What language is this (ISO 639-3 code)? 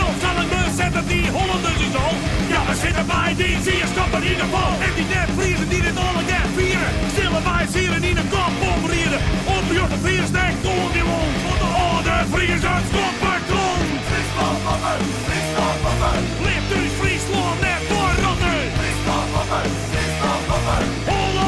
fry